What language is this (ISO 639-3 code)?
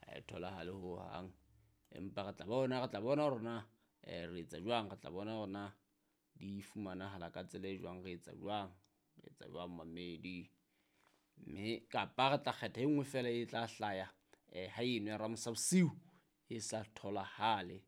sot